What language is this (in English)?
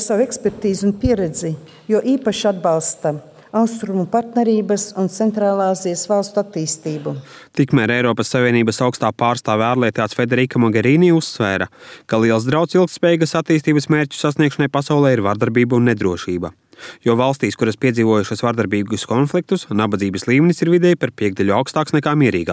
Latvian